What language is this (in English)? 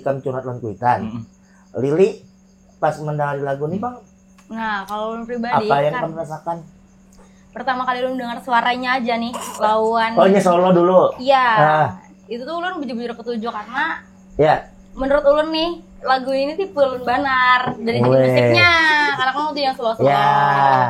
Banjar